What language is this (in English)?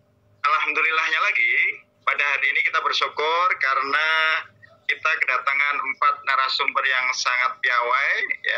Indonesian